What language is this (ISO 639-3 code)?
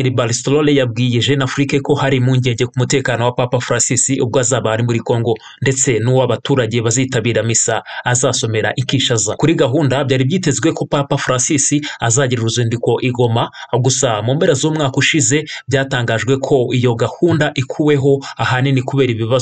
kin